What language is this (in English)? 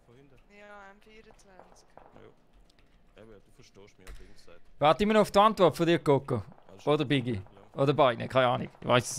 Swiss German